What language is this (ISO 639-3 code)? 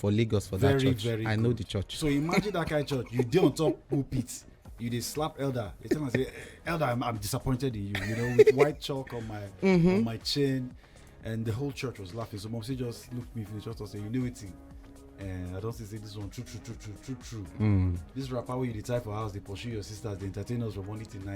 pcm